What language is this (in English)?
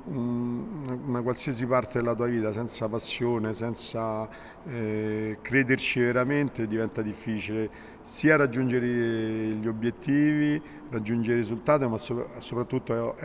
Italian